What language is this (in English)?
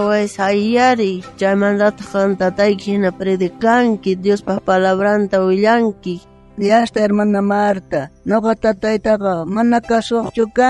South Bolivian Quechua